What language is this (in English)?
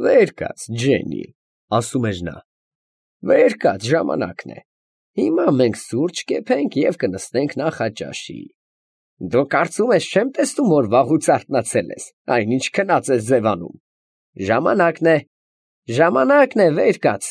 Armenian